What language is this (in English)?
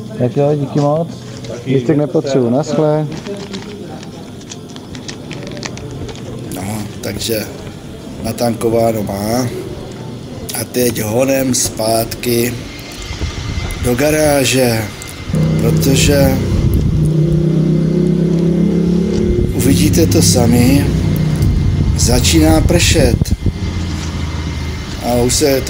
Czech